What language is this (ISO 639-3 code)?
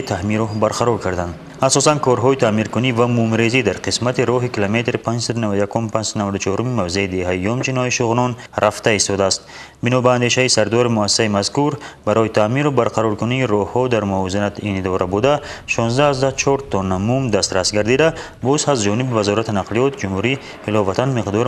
tgk